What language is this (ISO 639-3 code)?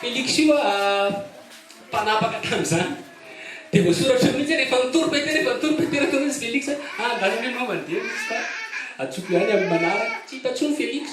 mlg